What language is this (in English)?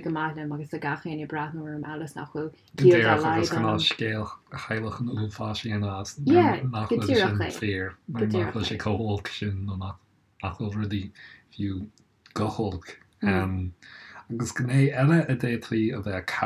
Irish